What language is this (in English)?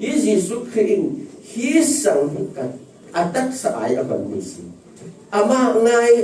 Falam Chin